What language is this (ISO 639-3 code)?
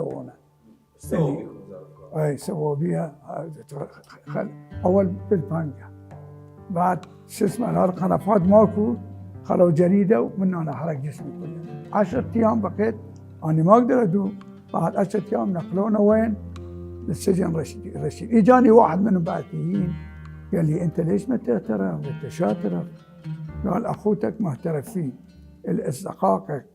acm